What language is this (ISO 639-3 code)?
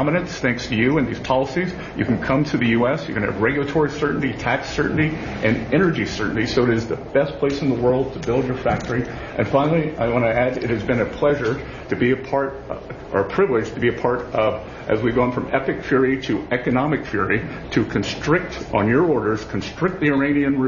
eng